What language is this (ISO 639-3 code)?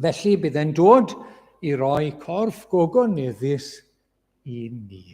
cym